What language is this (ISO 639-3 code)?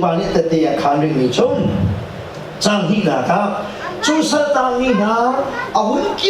cnh